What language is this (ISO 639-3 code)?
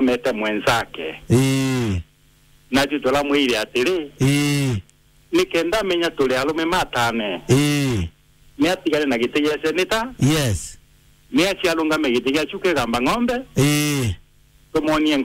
mer